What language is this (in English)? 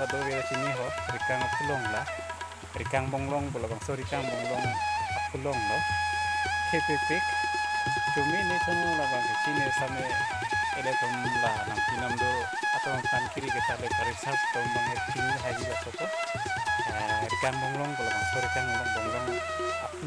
Karbi